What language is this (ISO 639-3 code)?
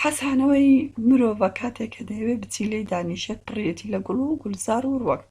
ckb